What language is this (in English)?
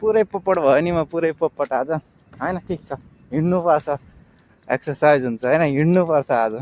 Nepali